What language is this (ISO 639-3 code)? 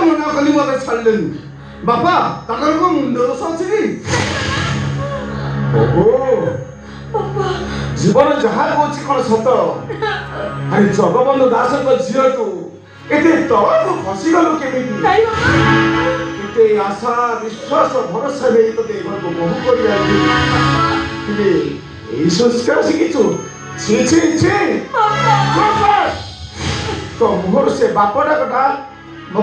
ori